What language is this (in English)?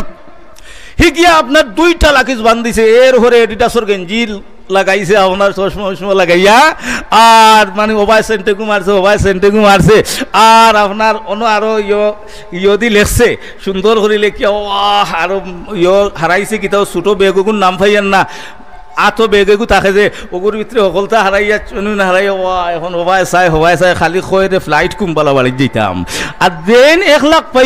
Sylheti